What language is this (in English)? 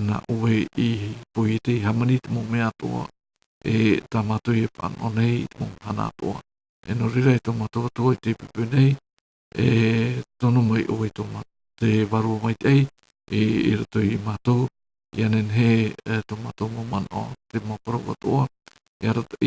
Tahitian